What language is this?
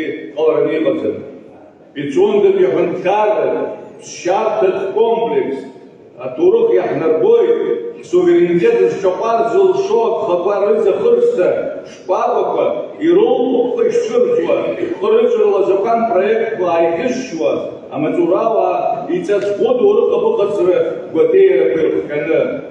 Abkhazian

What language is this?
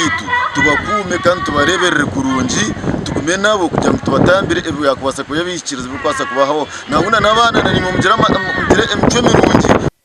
Nyankole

